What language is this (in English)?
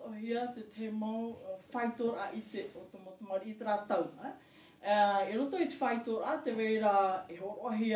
Tahitian